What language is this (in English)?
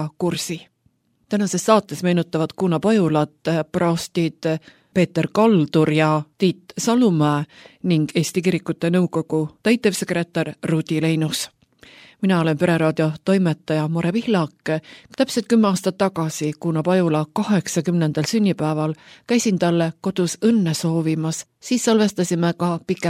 Estonian